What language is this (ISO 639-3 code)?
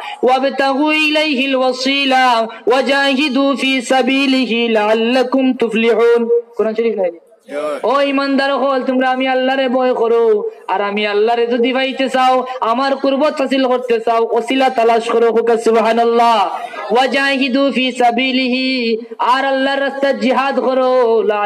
syl